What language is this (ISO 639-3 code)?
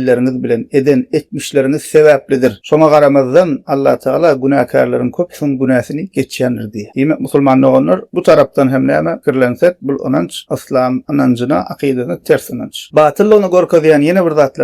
tuk